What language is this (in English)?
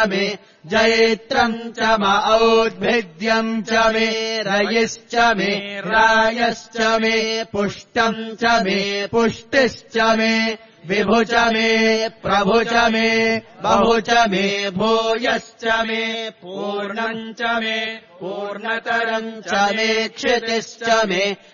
Sanskrit